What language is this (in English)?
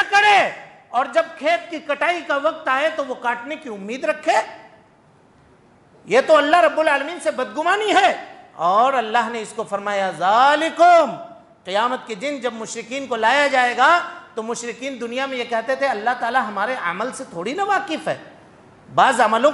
Urdu